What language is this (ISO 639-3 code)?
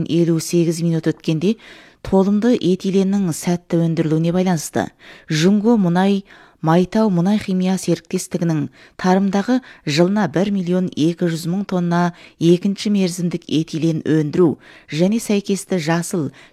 kaz